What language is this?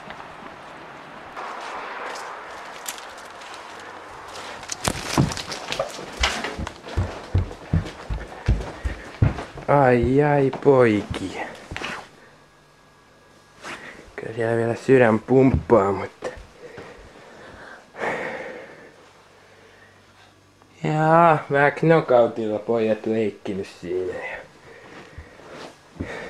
Finnish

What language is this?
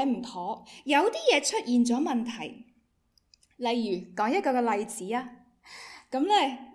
Cantonese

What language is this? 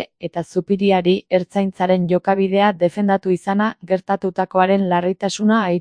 Basque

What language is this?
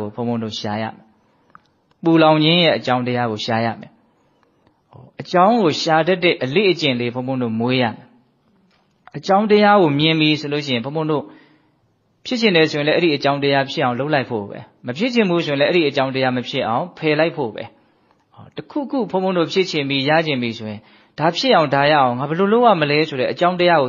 Burmese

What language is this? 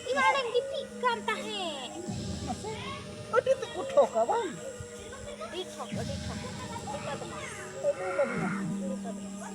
Santali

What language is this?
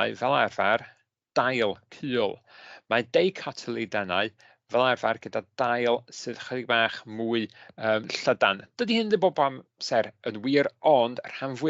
Welsh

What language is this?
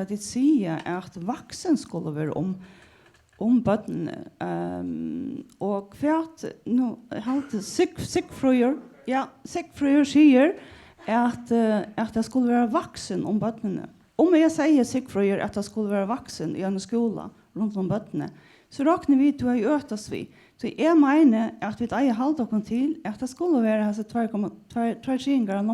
Faroese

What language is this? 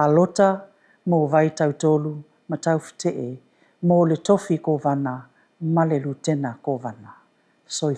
Samoan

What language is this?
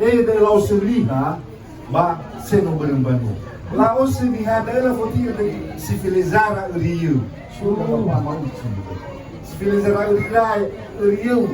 Nias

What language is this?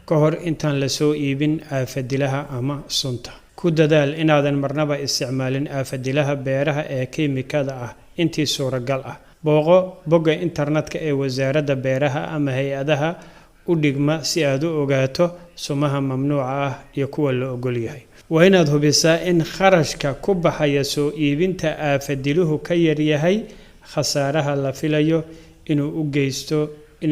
Somali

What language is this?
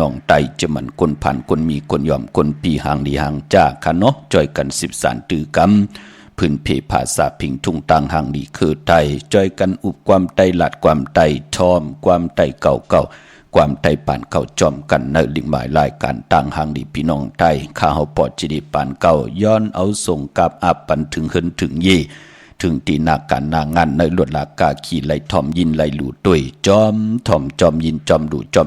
Shan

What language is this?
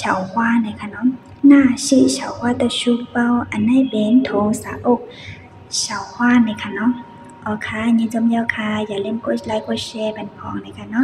Shan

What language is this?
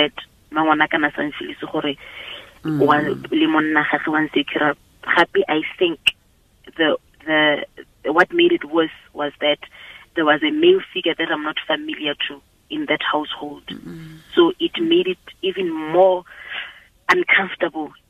Tswana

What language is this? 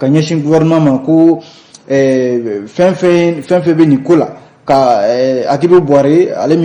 Bambara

